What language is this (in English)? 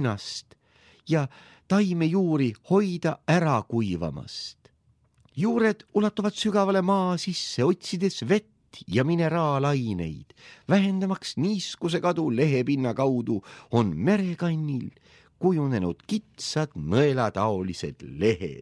Estonian